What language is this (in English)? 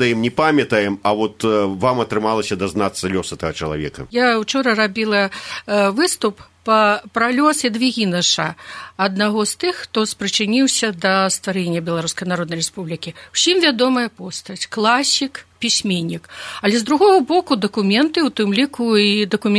Belarusian